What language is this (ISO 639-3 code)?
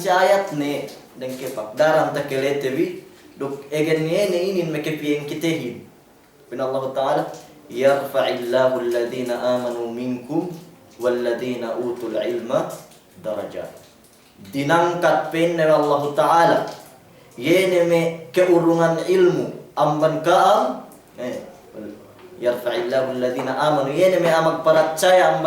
yka